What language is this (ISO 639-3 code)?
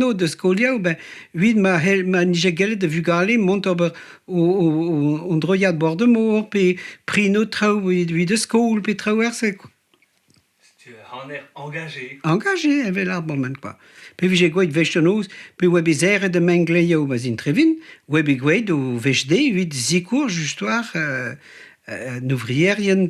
bre